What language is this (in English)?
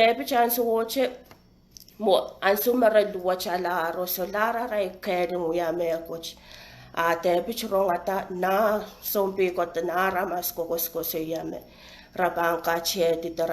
Pohnpeian